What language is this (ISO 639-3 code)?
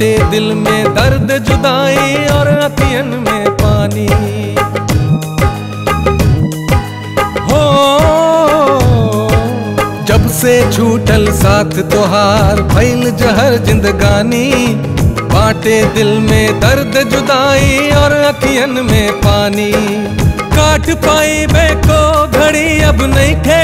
bho